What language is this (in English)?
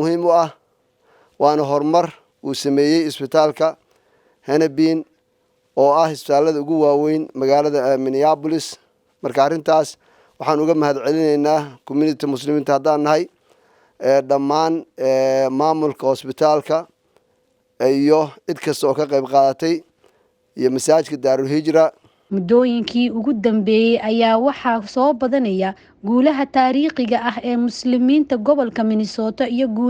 Somali